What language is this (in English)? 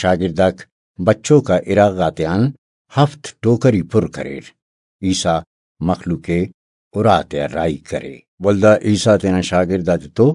Brahui